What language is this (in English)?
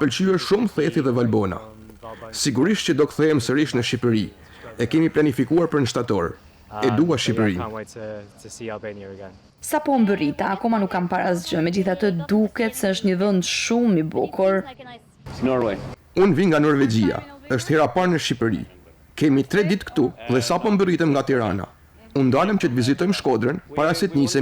Albanian